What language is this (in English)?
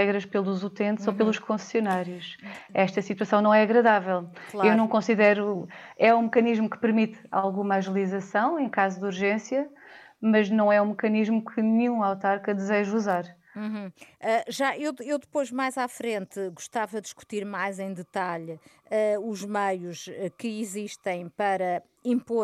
Portuguese